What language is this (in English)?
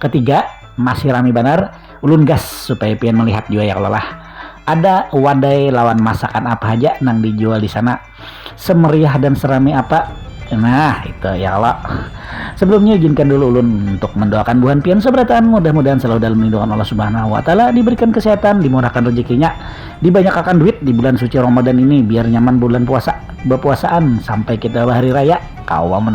Banjar